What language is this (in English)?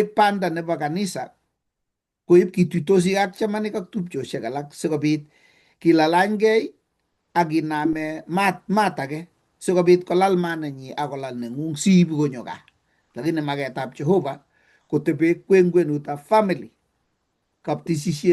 Kalenjin